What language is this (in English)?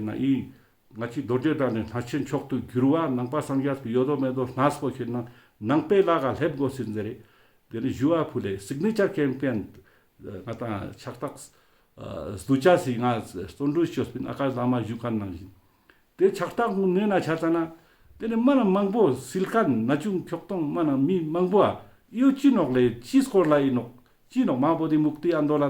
Ladakhi